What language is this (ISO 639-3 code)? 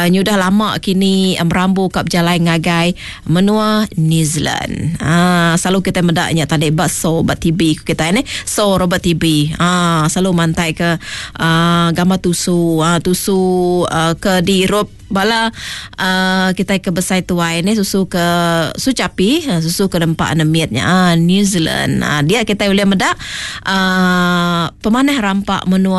iba